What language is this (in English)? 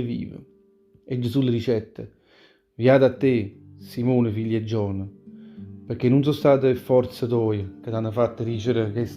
Neapolitan